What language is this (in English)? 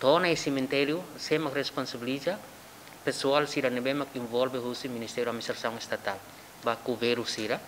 Tetum